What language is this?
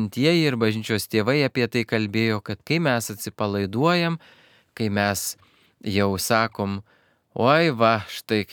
Lithuanian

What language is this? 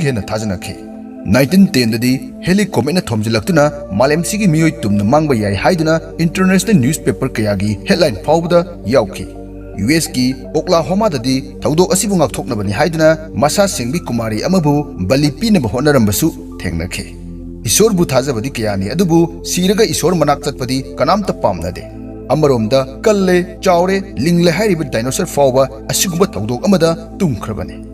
Manipuri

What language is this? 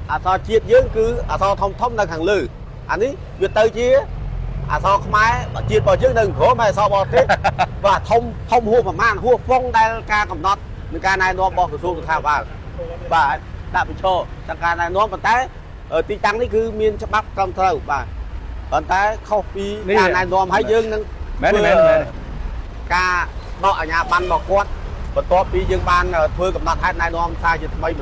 Khmer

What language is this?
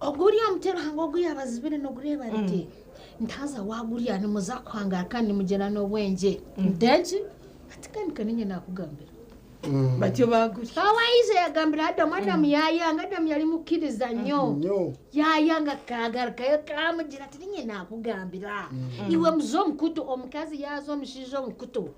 Nyankole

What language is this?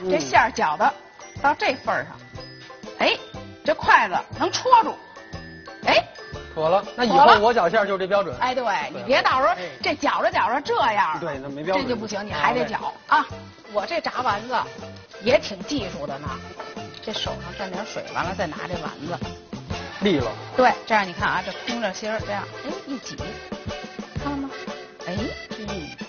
Chinese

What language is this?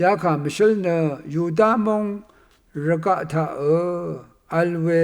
Rawang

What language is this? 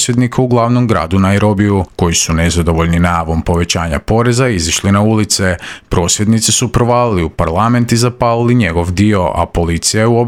Croatian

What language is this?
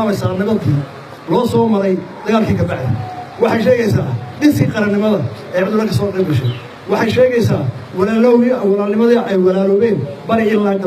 Somali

